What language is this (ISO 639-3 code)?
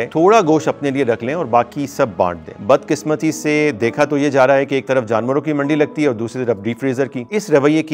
hin